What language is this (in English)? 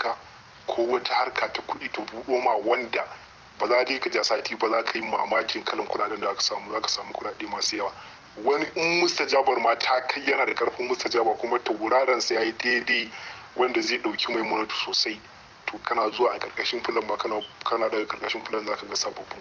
Hausa